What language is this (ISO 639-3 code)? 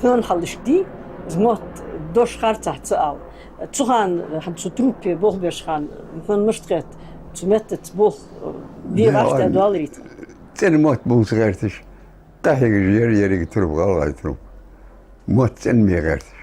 inh